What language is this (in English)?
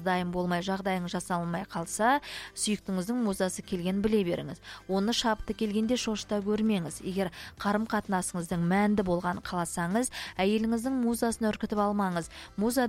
Kazakh